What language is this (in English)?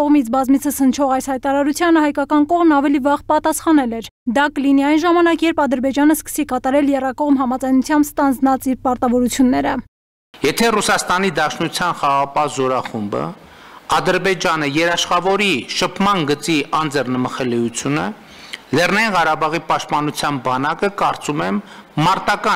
Armenian